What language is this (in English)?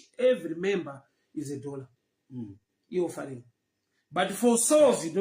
Shona